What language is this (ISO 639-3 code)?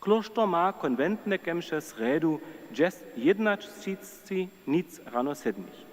hsb